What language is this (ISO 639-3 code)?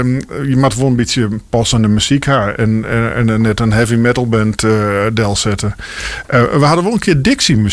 fry